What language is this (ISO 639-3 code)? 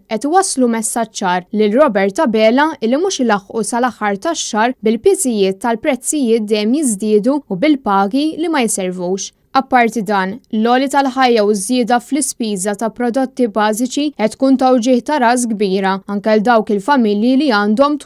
mlt